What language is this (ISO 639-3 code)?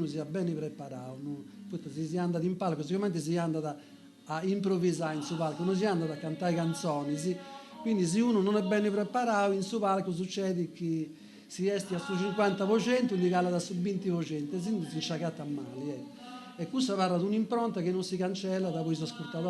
srd